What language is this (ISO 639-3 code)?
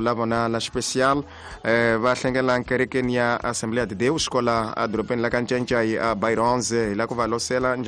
tso